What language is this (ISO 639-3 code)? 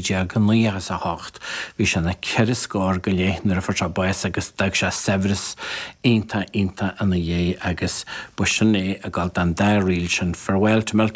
gle